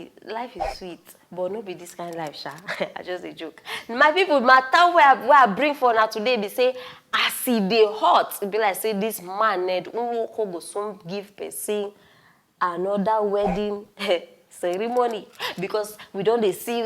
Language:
Nigerian Pidgin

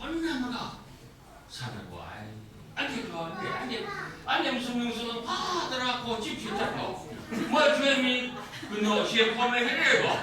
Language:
Kachin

